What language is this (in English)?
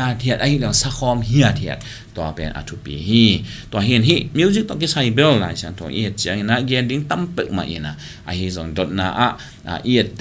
Tedim Chin